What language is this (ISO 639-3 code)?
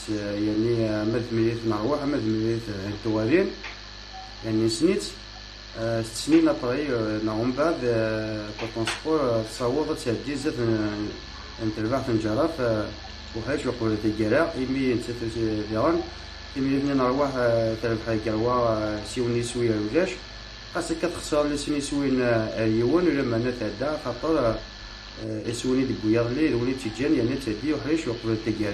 kab